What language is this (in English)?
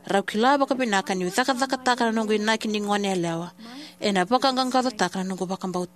Fijian